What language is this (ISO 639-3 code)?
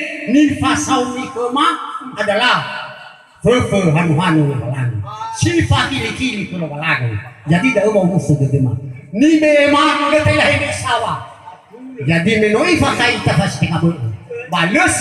nia